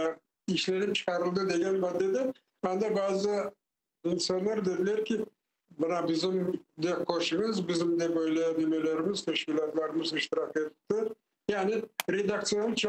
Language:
Crimean Tatar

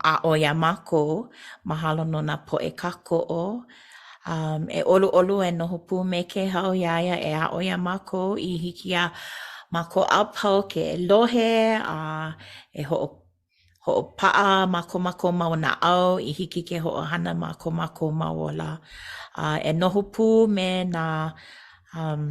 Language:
Hawaiian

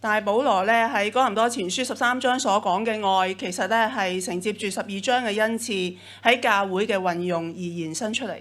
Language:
Cantonese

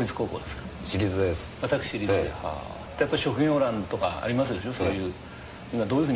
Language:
Japanese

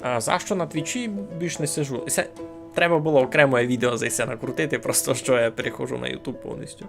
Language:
Rusyn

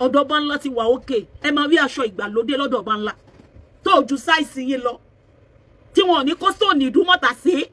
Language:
Yoruba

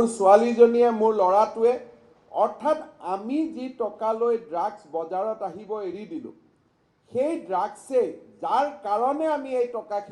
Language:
Assamese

